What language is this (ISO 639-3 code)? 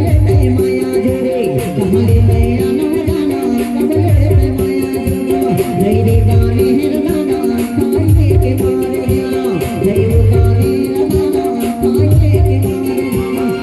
hne